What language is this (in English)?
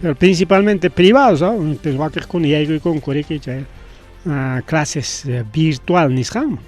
Ayacucho Quechua